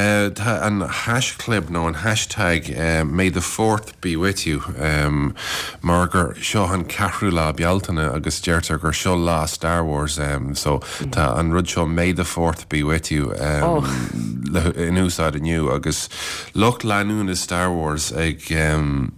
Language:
Irish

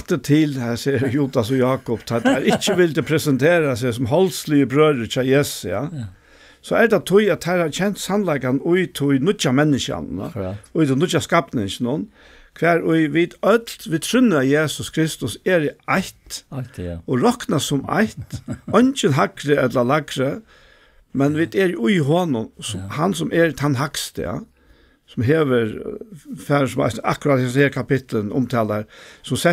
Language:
Faroese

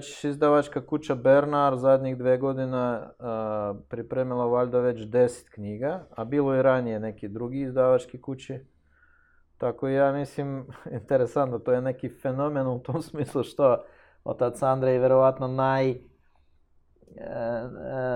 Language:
Serbian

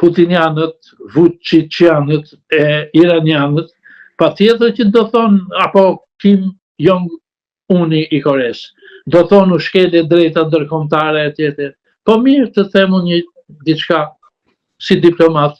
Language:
Albanian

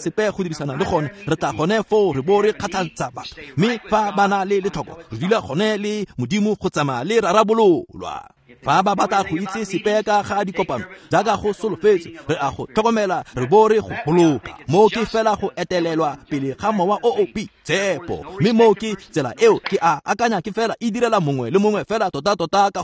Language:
Tswana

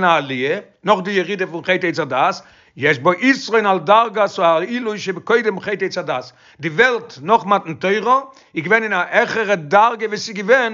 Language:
Yiddish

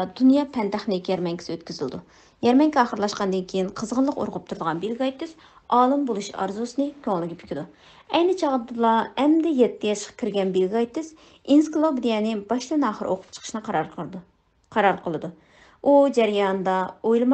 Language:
Uyghur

